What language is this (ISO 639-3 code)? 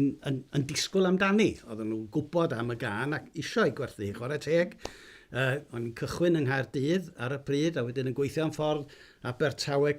cym